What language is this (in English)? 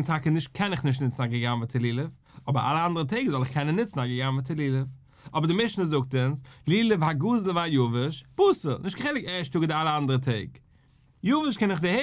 Yiddish